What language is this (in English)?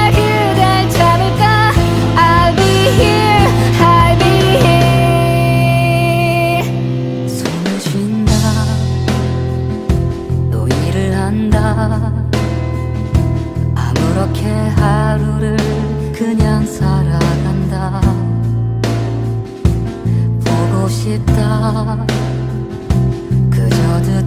Korean